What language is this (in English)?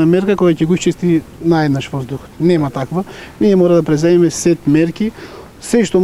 Macedonian